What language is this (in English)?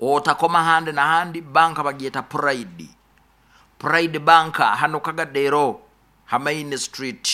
Nyoro